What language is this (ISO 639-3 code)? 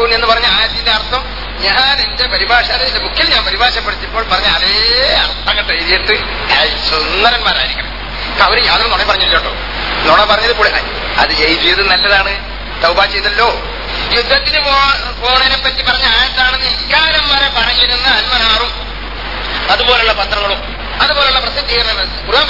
mal